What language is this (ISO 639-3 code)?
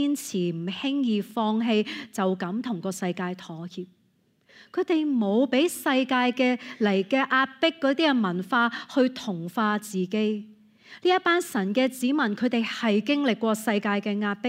yue